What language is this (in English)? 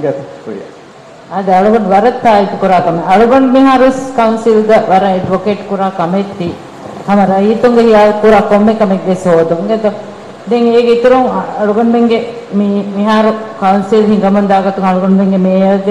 Divehi